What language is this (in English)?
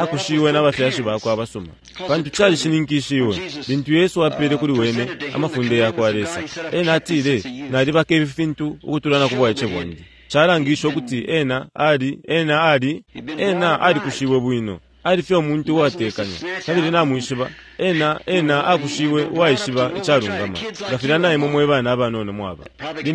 Bemba